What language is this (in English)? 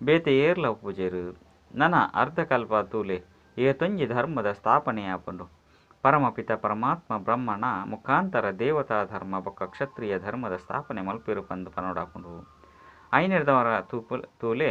Tulu